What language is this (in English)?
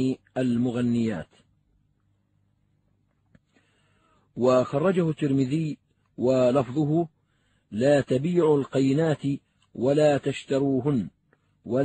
Arabic